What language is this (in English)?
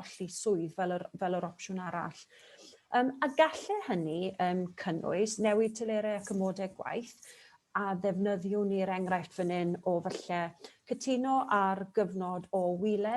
Welsh